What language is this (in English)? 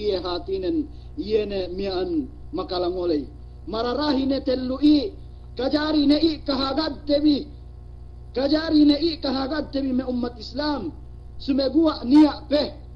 Yakan